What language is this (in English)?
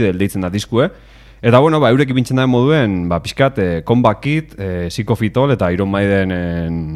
Basque